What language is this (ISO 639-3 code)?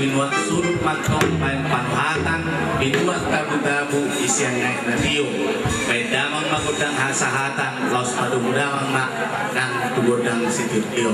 bbc